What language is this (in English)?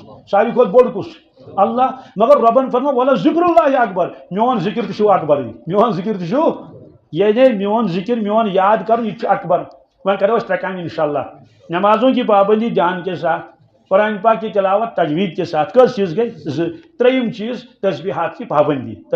Kashmiri